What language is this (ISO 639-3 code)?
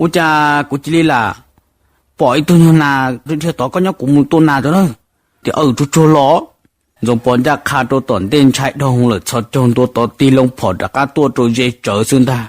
hmn